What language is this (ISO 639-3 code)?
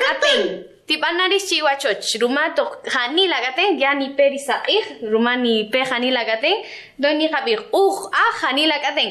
cak